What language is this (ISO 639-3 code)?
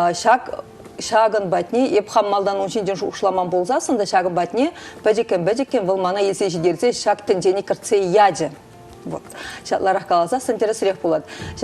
chv